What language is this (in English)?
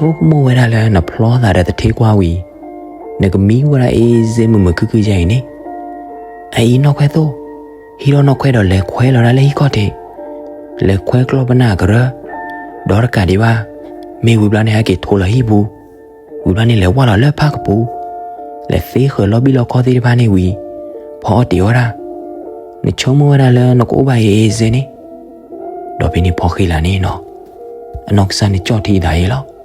S'gaw Karen